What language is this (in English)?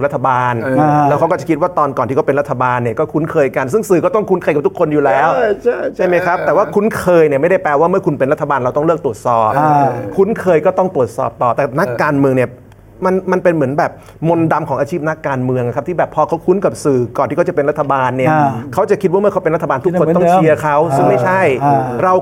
Thai